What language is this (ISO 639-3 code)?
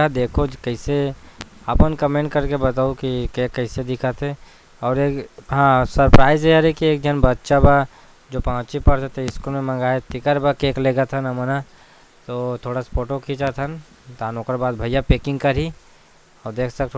hne